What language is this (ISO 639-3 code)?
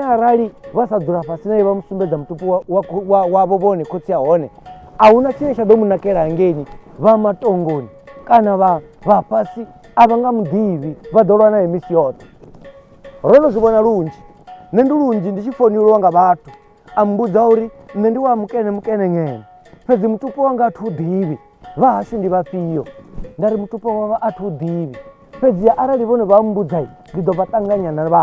ven